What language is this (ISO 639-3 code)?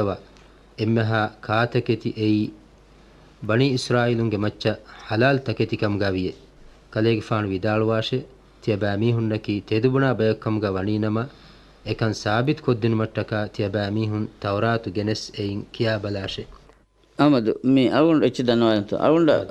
div